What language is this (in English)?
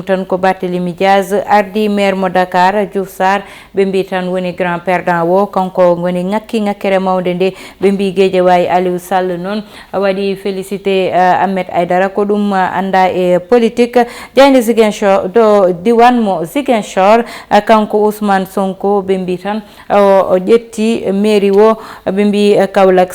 Fula